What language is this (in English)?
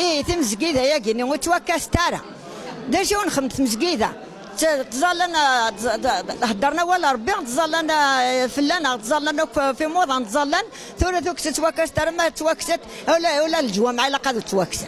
Kabyle